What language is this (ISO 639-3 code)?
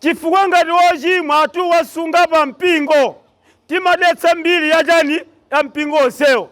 nya